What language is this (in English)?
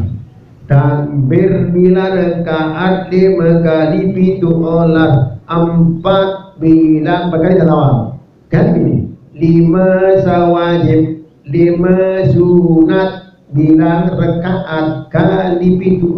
Sasak